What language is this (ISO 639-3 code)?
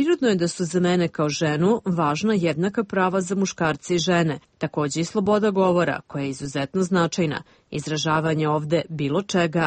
srp